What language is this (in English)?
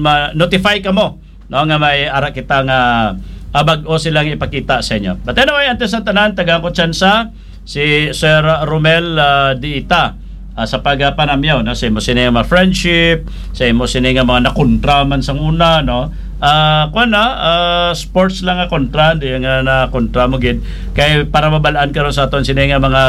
Hiligaynon